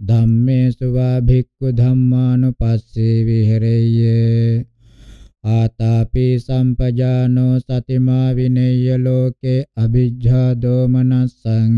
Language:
Pali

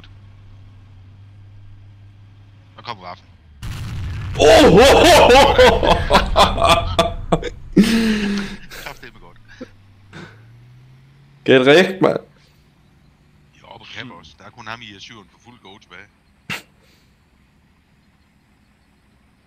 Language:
Danish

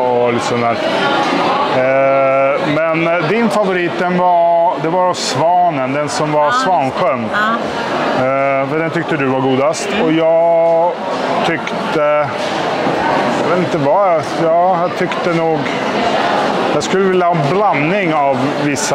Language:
Swedish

